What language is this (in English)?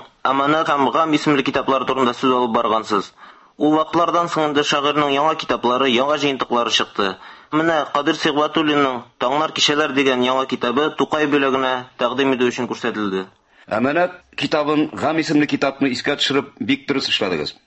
Tatar